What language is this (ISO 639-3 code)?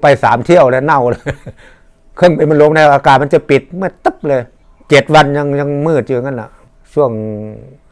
tha